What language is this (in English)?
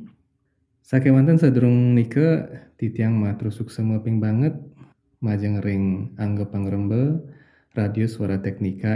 Balinese